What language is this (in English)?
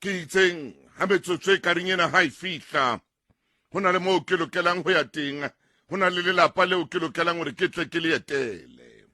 Southern Sotho